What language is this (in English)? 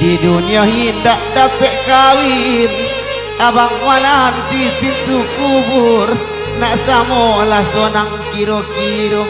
Minangkabau